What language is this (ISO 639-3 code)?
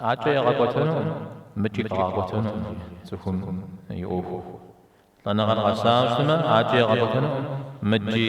kbd